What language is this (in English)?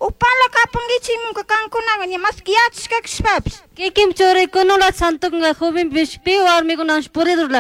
Chimborazo Highland Quichua